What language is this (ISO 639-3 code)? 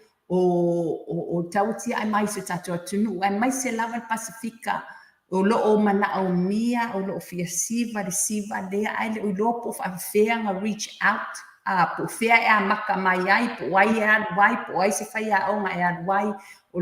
smo